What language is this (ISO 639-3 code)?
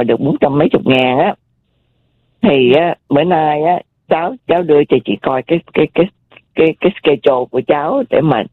vie